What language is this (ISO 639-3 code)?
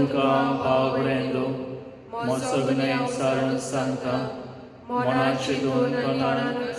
kok